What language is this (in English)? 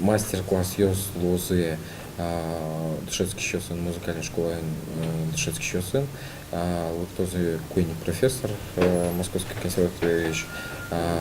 Udmurt